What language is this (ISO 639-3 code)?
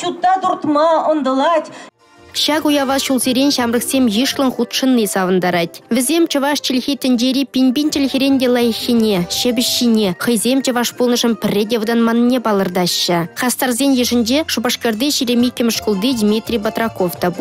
chv